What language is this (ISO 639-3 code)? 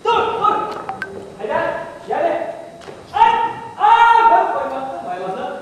bak